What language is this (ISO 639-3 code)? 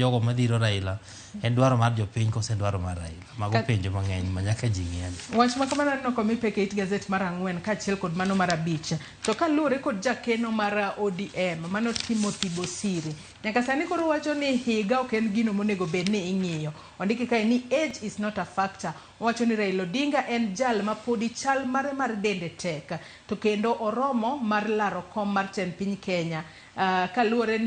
luo